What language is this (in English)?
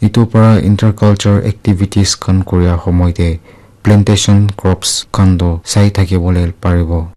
Naga Pidgin